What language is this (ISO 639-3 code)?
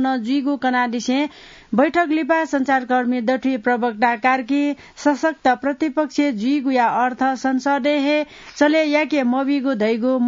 new